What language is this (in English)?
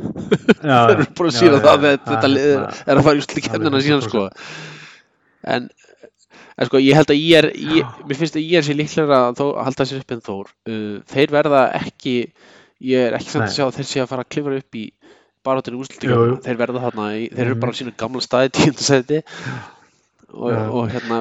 Icelandic